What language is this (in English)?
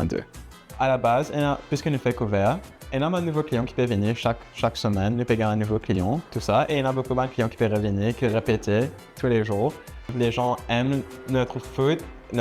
Morisyen